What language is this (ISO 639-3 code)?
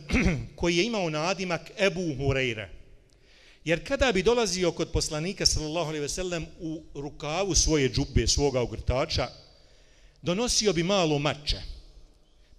bos